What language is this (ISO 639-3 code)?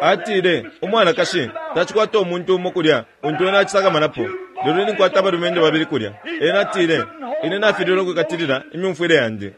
bem